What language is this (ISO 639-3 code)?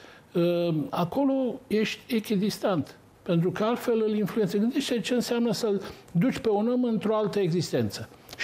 ron